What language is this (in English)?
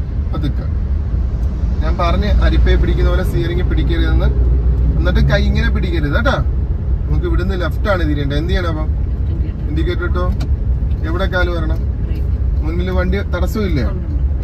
Malayalam